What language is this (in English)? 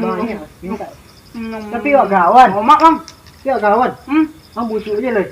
Minangkabau